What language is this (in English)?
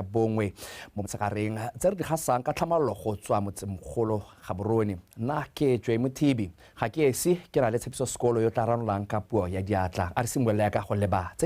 Tswana